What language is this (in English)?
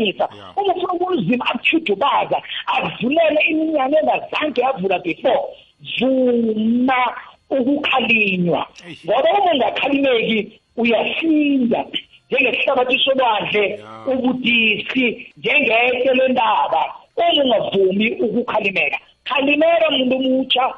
South Ndebele